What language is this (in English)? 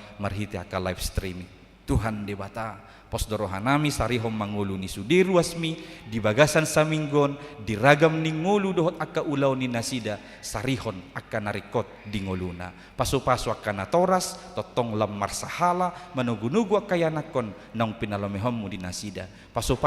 Batak Toba